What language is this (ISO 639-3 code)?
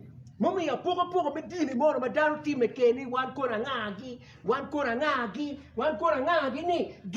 ach